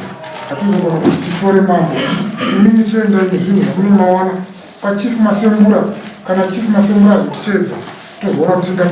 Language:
Shona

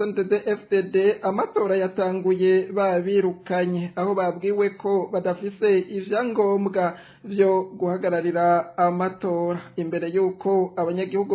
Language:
Rundi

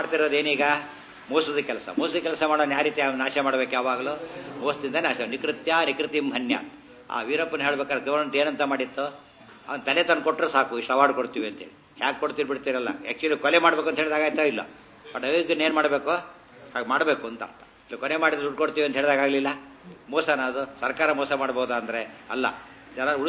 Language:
Kannada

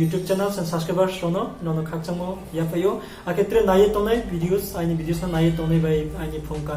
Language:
Riang (India)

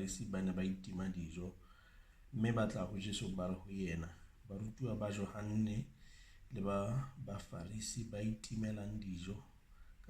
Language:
Southern Sotho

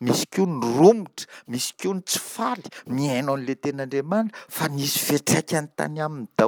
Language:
Malagasy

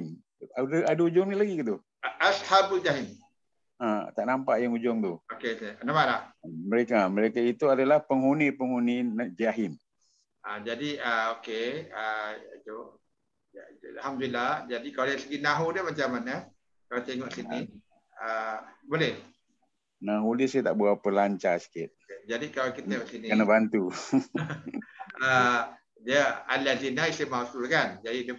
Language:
Malay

